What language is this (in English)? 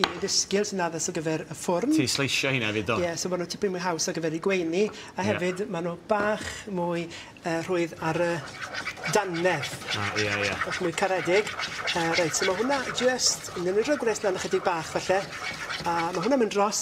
Welsh